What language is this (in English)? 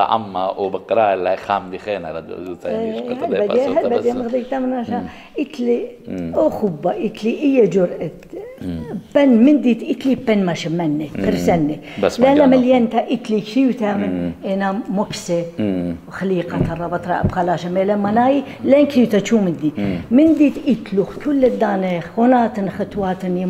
Assyrian Neo-Aramaic